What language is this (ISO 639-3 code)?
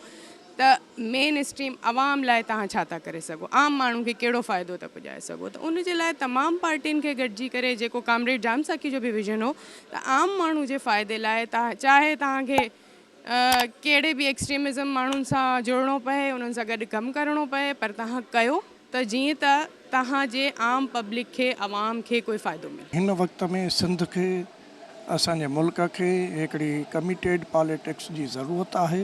snd